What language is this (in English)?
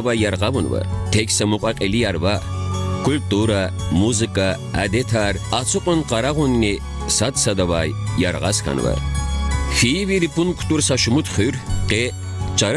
Lezghian